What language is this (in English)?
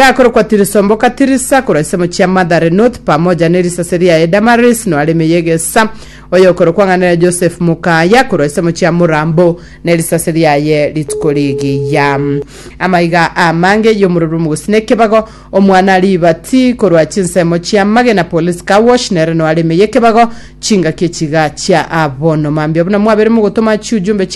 Gusii